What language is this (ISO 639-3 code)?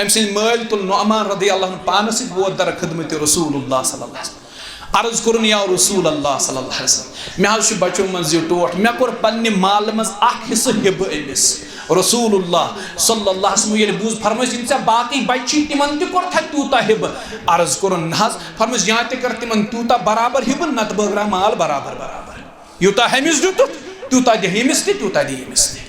kas